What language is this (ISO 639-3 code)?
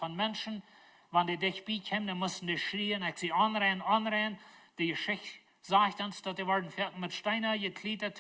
pdt